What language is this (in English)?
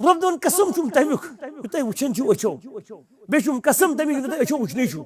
Kashmiri